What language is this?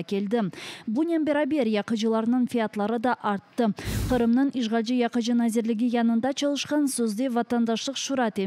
Crimean Tatar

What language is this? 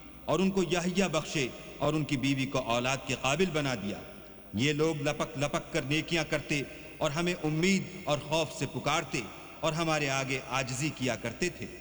Urdu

